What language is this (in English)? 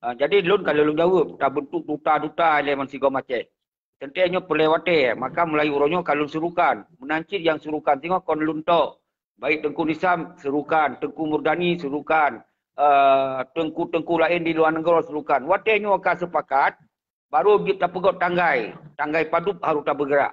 Achinese